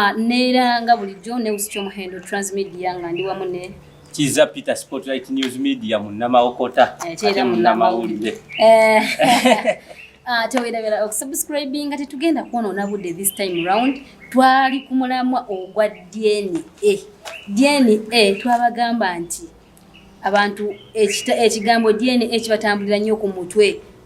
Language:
Ganda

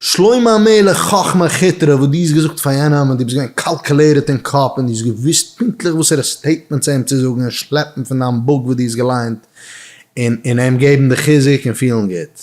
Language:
Yiddish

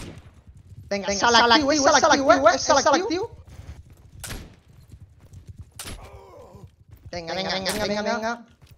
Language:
Catalan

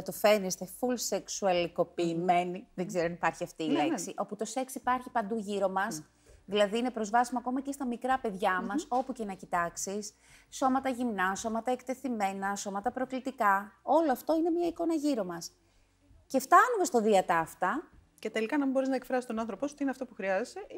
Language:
Greek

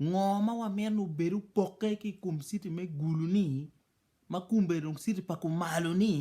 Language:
Acoli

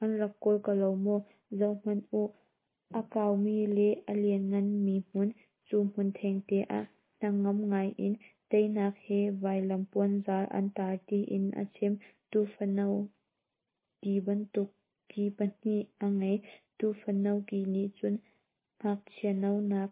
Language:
Hakha Chin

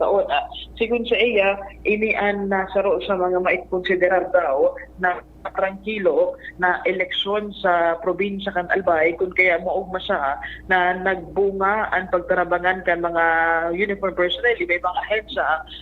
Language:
Bikol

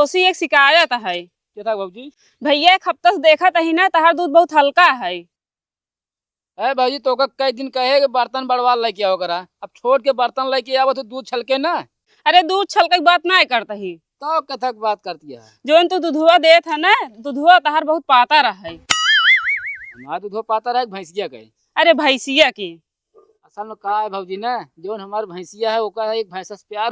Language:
Awadhi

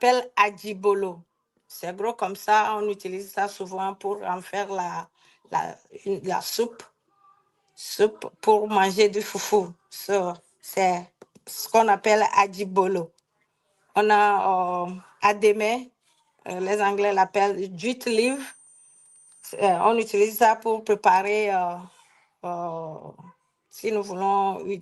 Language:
Ewe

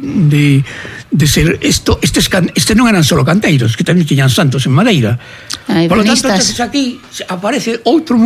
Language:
Galician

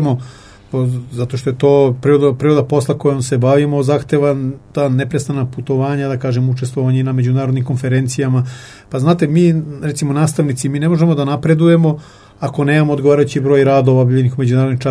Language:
Serbian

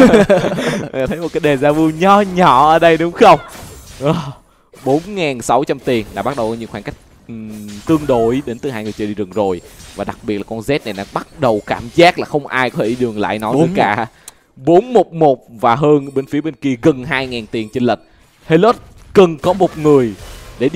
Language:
Vietnamese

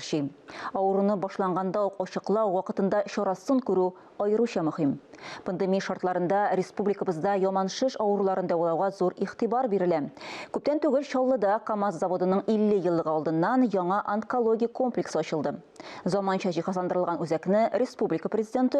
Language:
Tatar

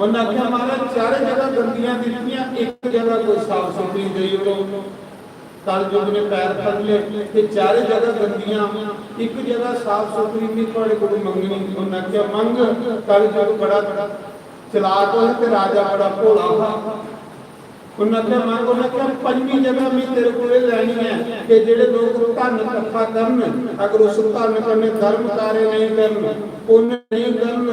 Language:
Dogri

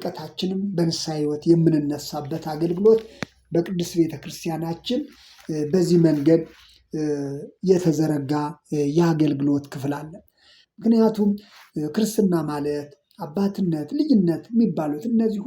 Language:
Amharic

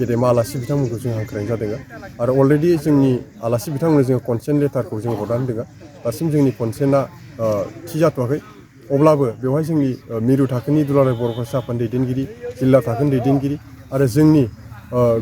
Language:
Bodo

